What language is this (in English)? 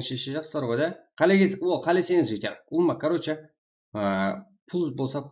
Kara-Kalpak